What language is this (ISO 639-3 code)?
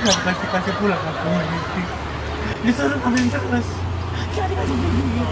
bew